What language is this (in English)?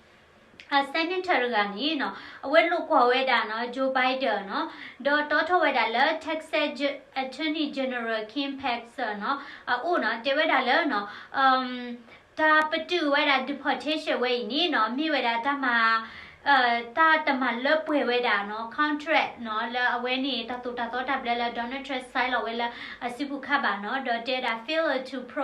S'gaw Karen